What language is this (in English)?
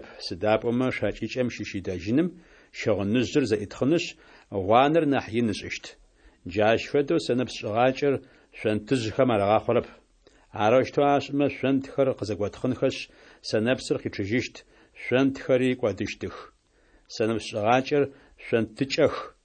Adyghe